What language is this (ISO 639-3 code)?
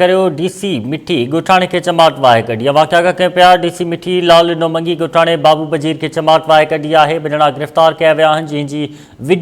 snd